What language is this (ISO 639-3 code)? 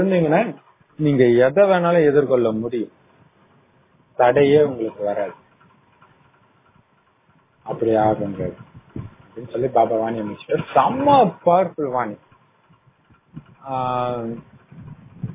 tam